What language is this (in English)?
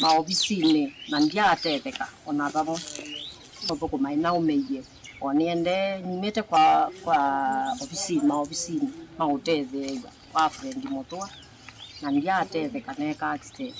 Kamba